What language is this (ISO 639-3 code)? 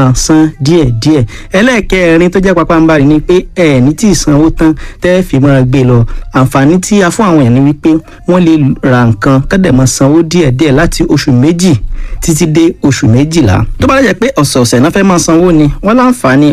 yor